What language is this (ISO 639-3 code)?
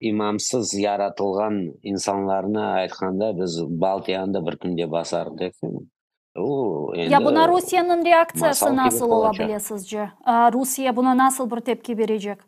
crh